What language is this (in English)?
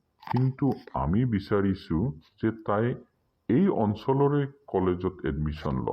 Assamese